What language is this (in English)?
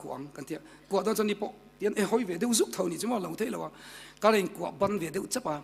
Mizo